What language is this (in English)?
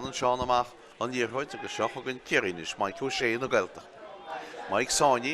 Irish